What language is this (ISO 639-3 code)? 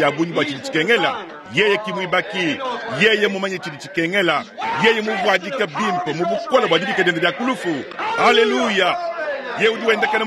lua